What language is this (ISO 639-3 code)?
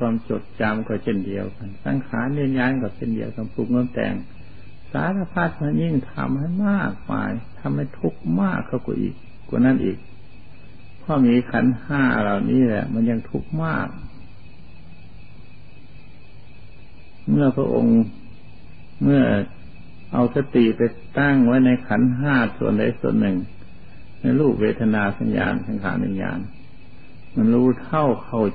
tha